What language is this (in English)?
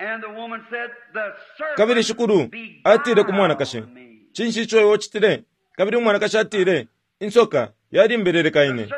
Bemba